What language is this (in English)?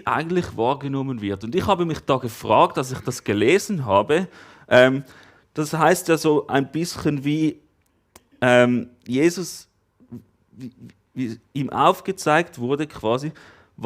Swiss German